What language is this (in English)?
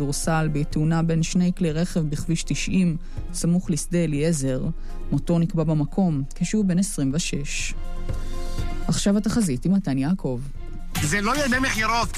Hebrew